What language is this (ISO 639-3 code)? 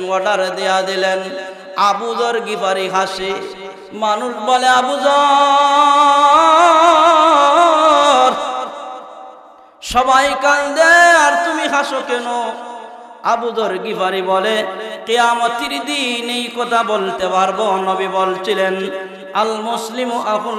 ben